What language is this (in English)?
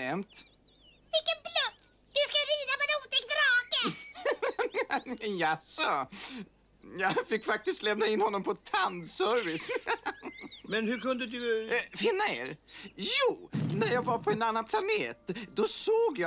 Swedish